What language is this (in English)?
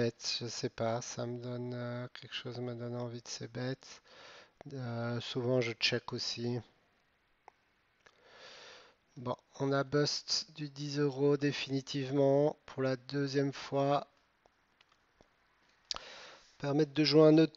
French